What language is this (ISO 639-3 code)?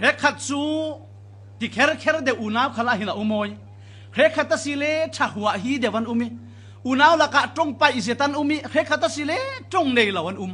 cfm